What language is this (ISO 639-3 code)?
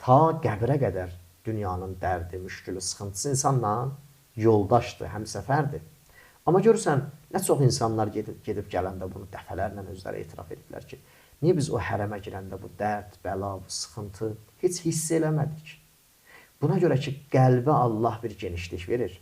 aze